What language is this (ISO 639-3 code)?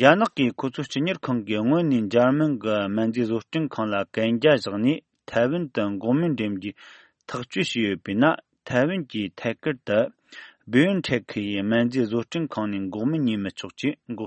bod